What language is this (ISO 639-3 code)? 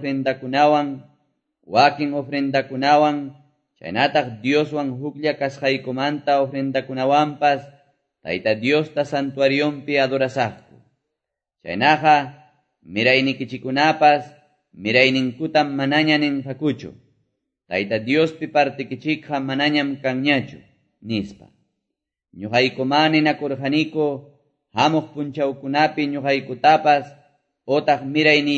que